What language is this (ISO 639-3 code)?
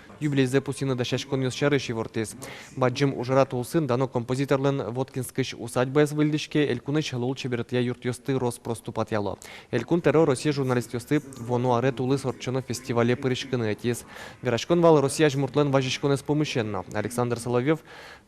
udm